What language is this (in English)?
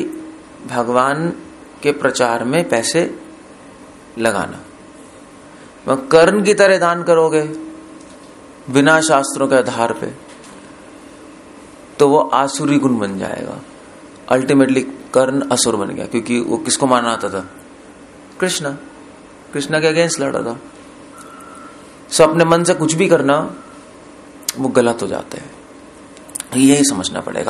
Hindi